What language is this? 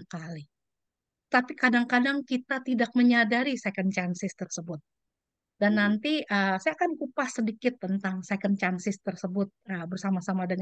Indonesian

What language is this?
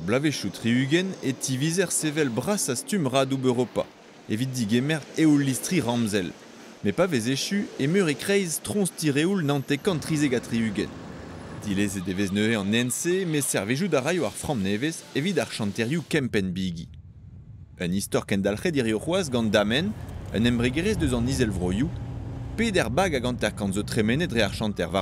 Breton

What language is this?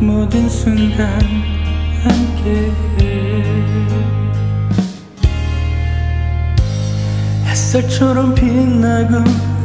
Korean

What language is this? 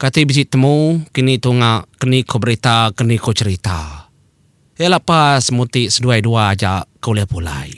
Iban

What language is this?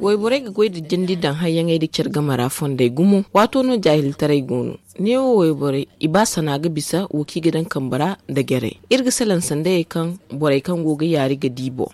Zarma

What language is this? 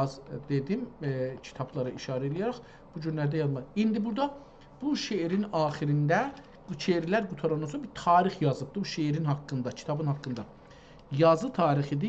South Azerbaijani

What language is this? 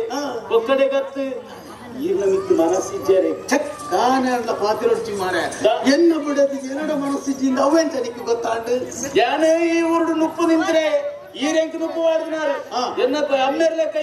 Tulu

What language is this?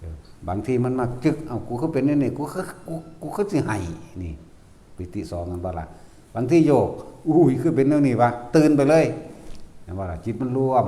Northeastern Thai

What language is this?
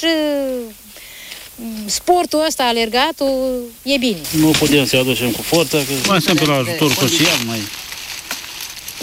Romanian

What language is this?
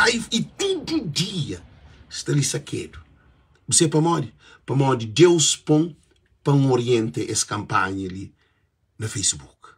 Kabuverdianu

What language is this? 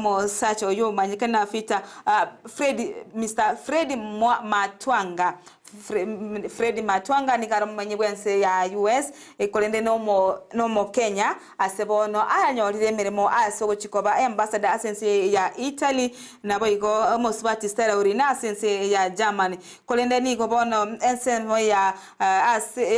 Gusii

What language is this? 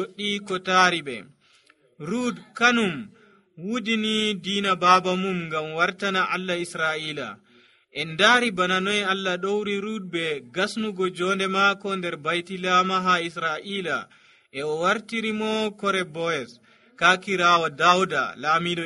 Nigerian Fulfulde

